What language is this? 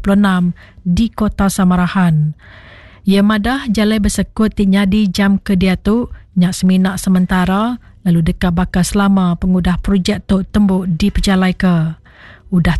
Iban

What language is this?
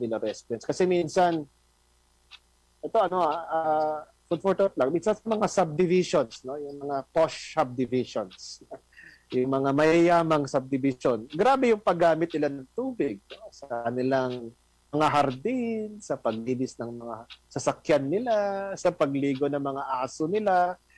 Filipino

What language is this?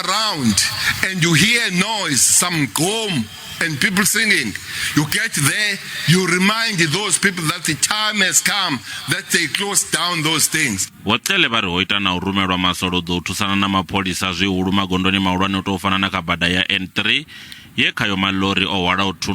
Venda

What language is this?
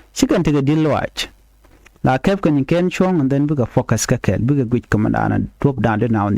Nuer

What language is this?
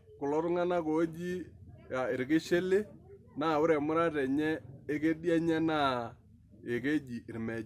Masai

